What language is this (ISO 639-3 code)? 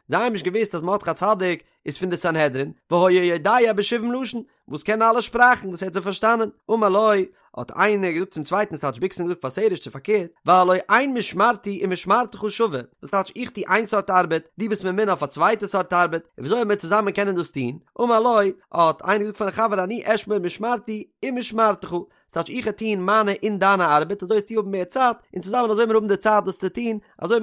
yid